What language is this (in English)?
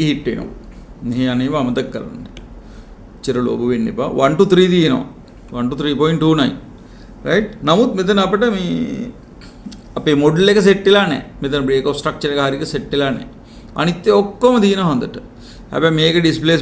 Sinhala